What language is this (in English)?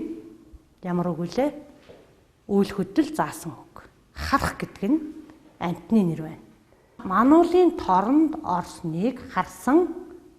Mongolian